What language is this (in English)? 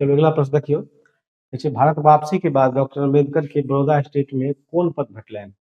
Maithili